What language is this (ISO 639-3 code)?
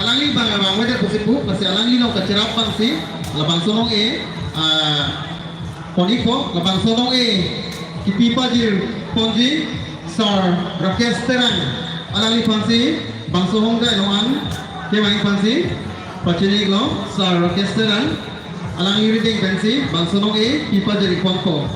mjw